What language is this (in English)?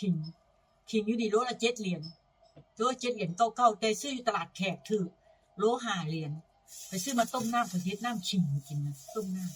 Northeastern Thai